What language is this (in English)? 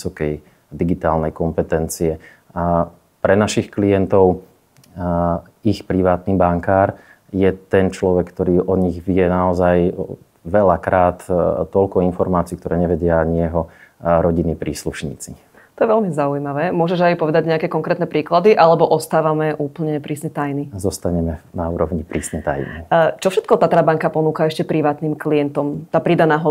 Slovak